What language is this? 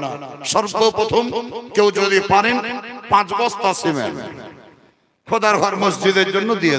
Bangla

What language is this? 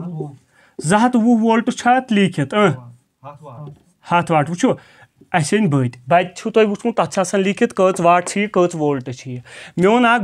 Kashmiri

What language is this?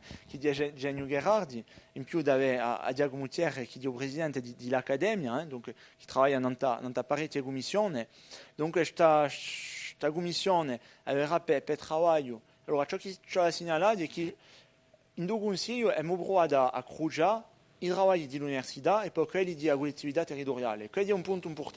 Corsican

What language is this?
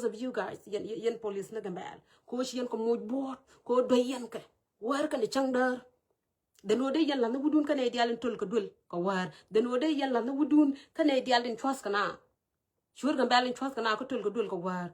Nuer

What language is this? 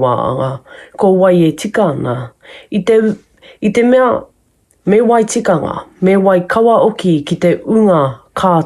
Māori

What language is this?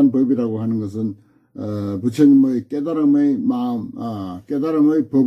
Korean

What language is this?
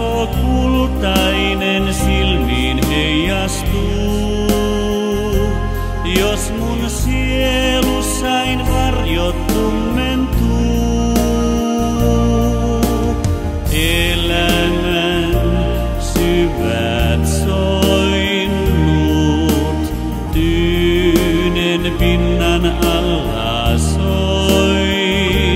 Finnish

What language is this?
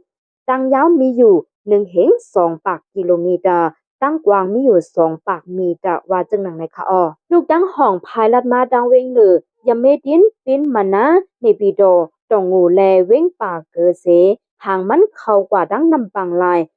Shan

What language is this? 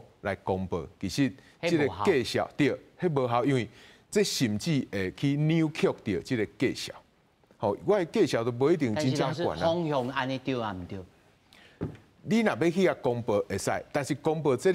Min Nan Chinese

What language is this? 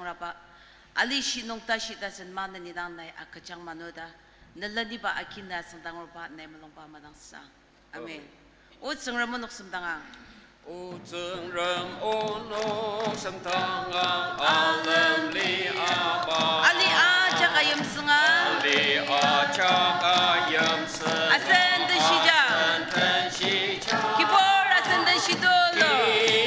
Ao Naga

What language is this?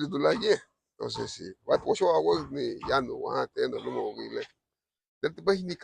Garifuna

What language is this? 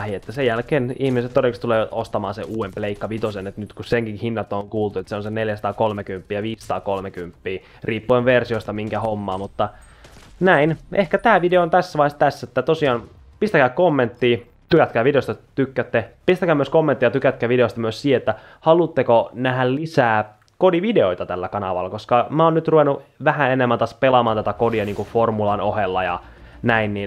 Finnish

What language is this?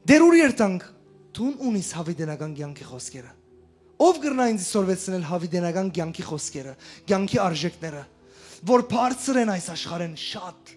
Western Armenian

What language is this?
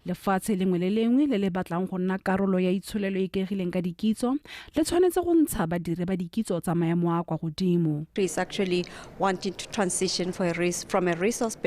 Tswana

